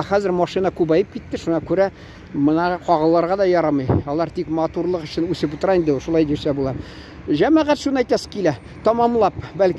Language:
Tatar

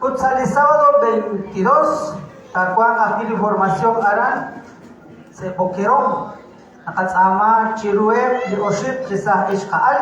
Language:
Kekchí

